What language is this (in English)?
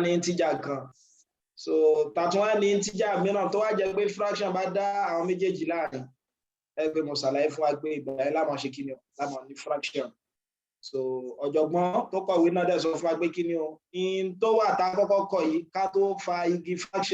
Yoruba